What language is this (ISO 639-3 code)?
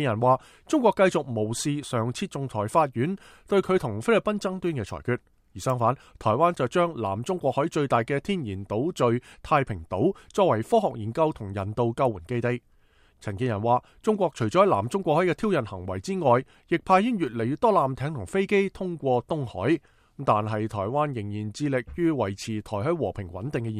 yue